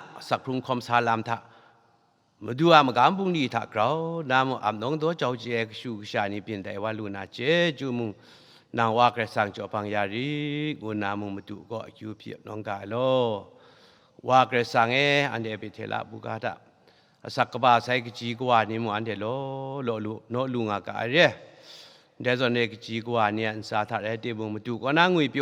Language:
Kachin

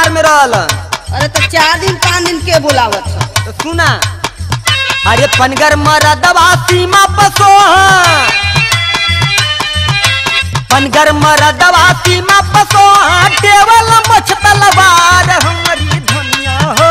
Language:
Bhojpuri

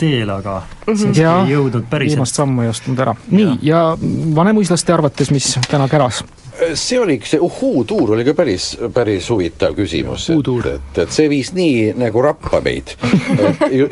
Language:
Estonian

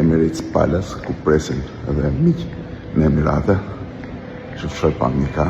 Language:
Albanian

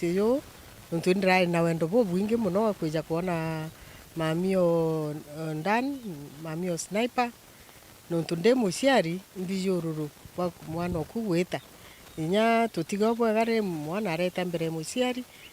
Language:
Meru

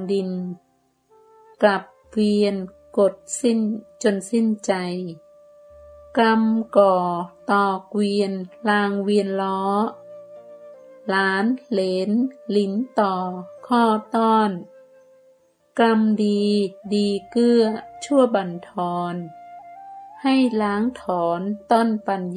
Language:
Thai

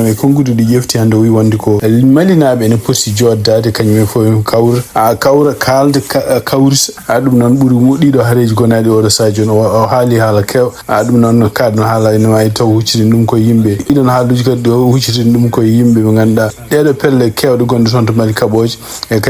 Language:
Fula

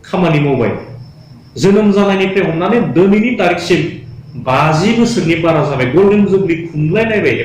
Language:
Bodo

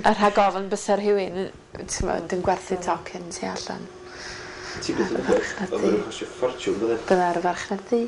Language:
Welsh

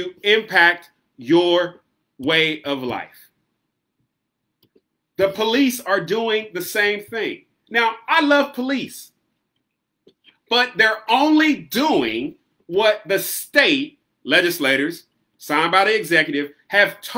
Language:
English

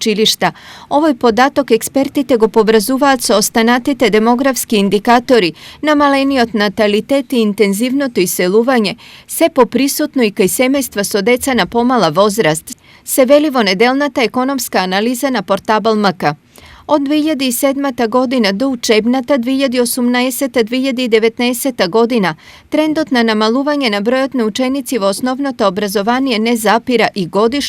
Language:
Macedonian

